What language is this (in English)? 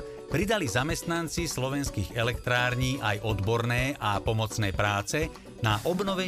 Slovak